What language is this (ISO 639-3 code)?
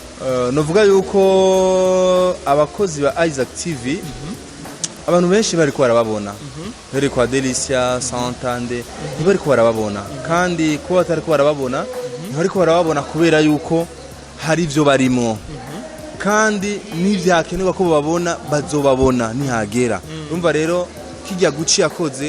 run